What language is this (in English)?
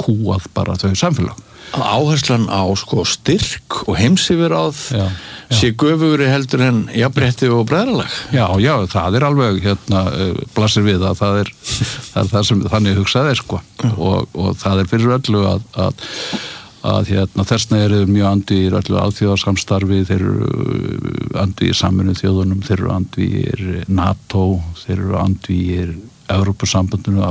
Icelandic